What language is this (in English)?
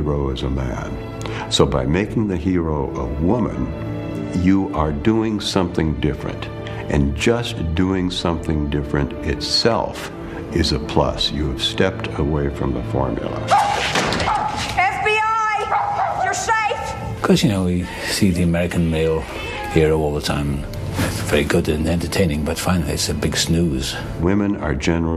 English